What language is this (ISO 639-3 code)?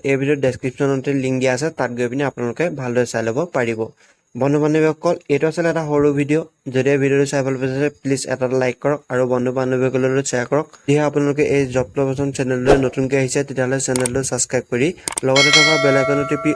asm